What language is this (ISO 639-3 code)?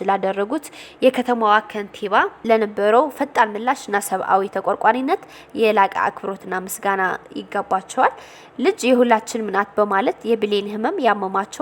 amh